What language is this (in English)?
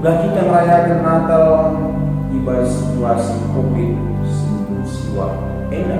Batak Karo